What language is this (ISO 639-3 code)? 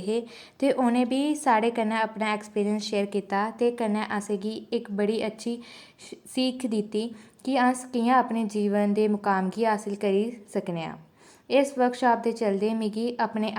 doi